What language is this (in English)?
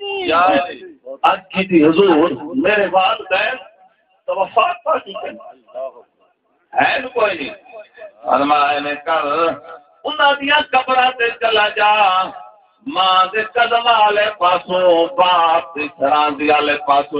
Saraiki